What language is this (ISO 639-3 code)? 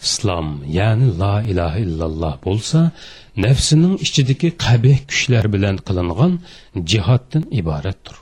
uig